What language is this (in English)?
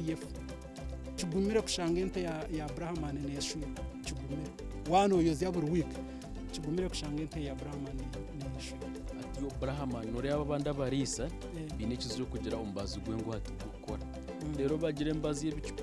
Nyankole